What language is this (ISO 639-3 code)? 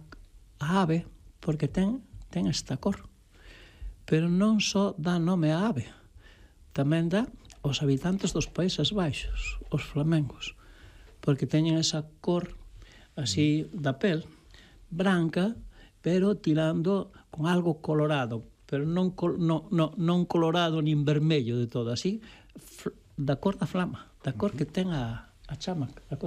glg